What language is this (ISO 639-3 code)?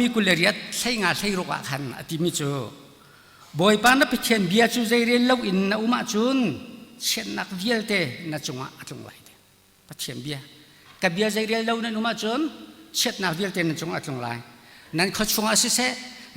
cnh